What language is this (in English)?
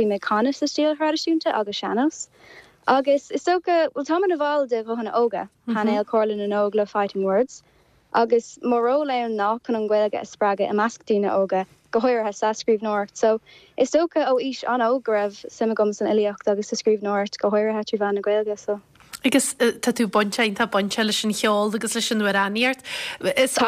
Irish